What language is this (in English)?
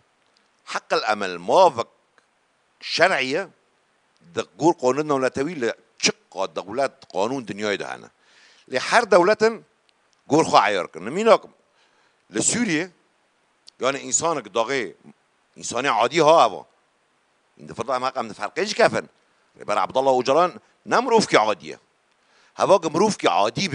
Kurdish